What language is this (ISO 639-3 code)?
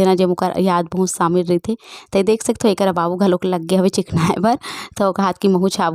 hne